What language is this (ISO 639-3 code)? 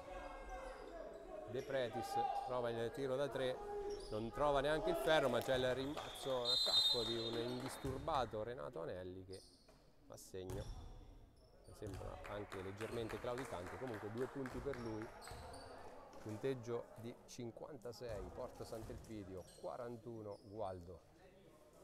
ita